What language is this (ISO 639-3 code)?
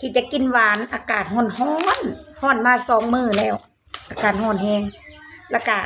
lao